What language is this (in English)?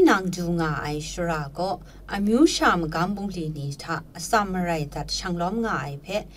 Kachin